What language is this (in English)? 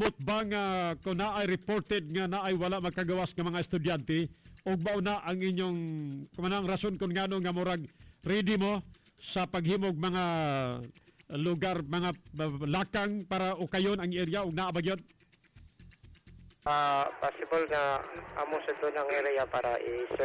Cebuano